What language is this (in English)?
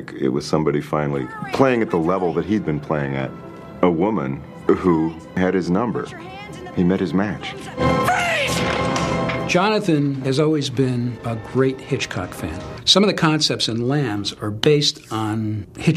English